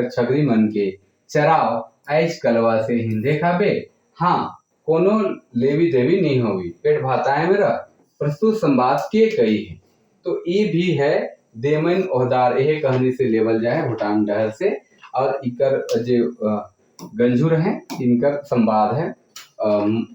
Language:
Sadri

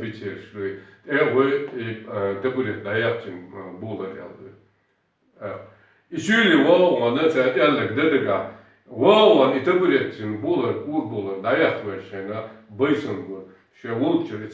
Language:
Chechen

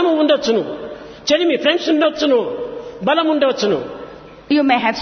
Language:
Telugu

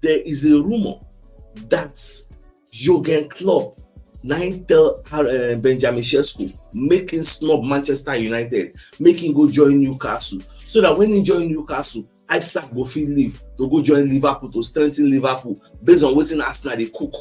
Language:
Nigerian Pidgin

